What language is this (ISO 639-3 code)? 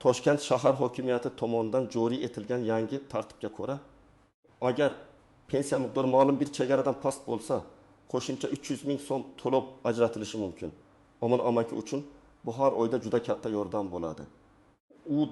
uzb